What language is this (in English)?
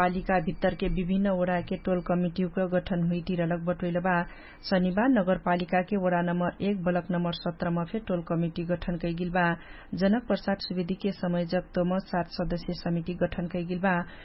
Dangaura Tharu